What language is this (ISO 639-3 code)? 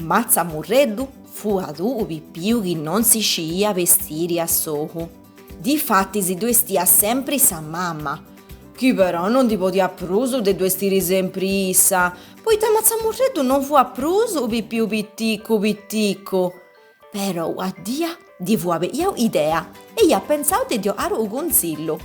srd